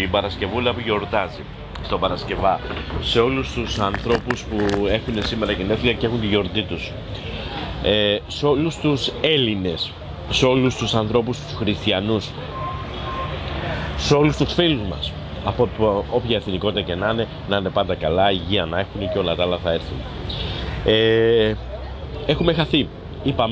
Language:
Greek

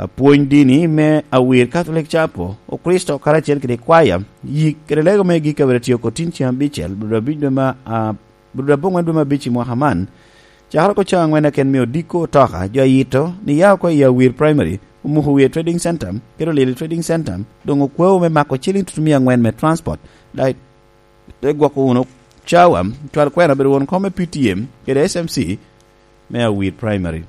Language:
Lango (Uganda)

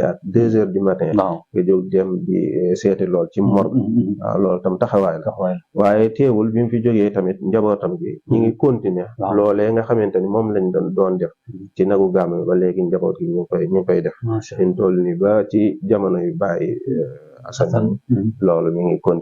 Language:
Wolof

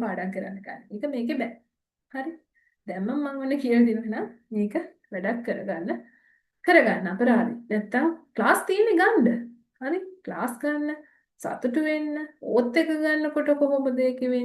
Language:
Sinhala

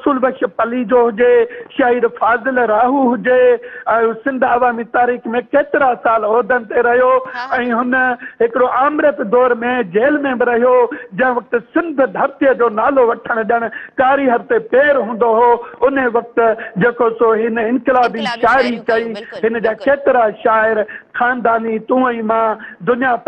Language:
Sindhi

